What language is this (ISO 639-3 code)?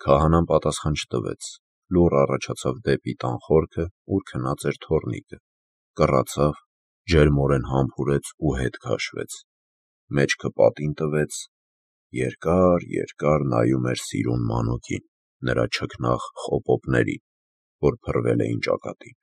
hye